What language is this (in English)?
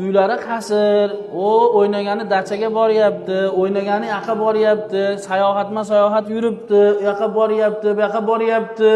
Uzbek